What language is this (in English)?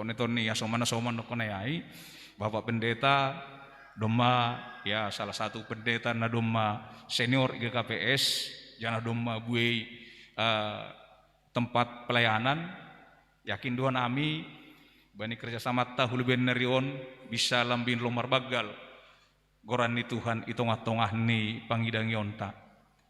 Batak Simalungun